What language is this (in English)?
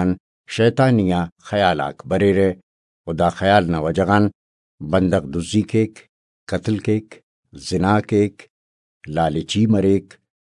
Brahui